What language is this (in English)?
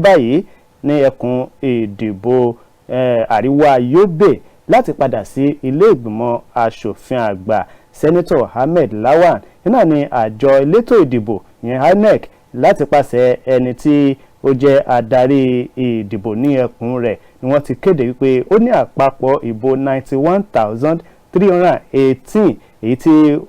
Yoruba